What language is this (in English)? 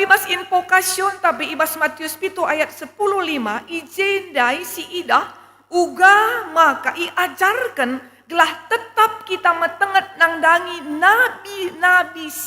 Batak Karo